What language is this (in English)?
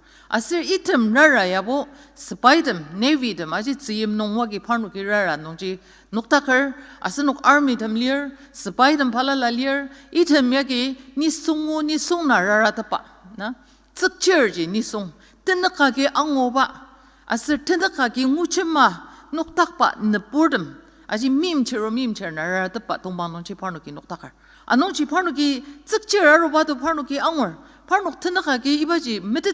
Ao Naga